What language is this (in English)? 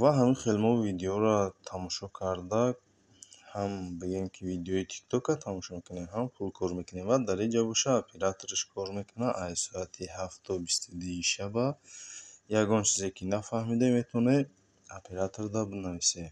Tajik